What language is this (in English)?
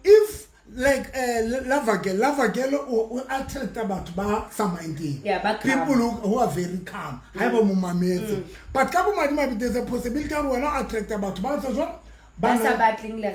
Southern Sotho